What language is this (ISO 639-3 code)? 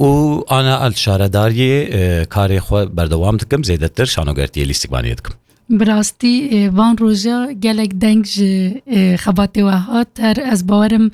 kur